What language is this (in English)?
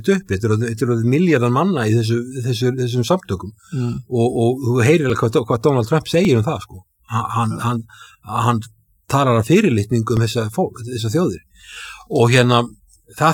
Icelandic